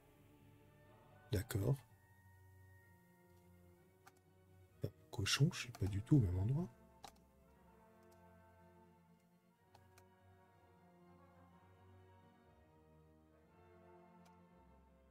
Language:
French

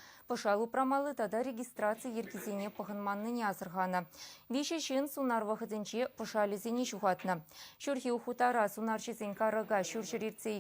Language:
Chuvash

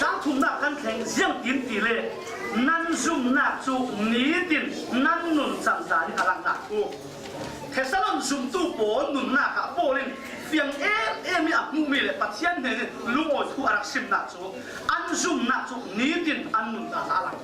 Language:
Falam Chin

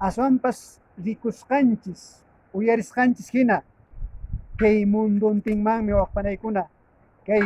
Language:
Quechua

